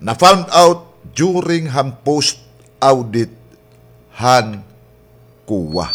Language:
Waray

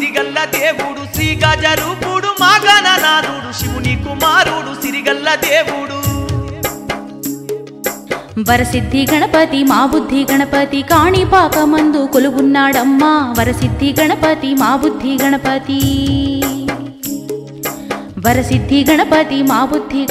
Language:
Telugu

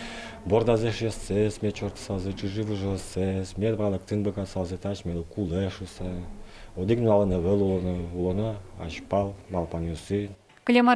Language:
Udmurt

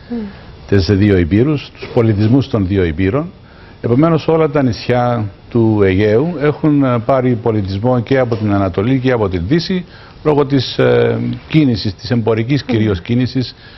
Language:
Greek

